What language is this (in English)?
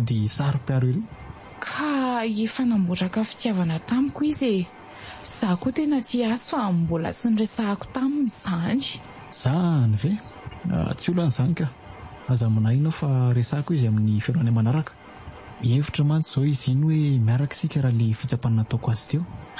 Malagasy